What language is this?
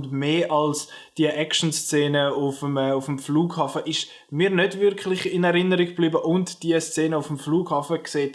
Swiss German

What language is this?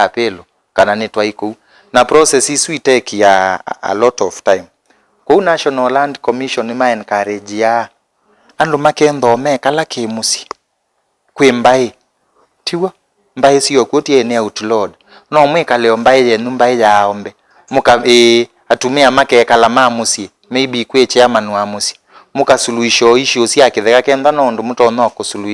Kamba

